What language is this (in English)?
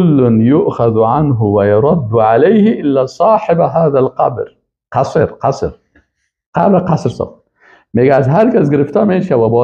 Persian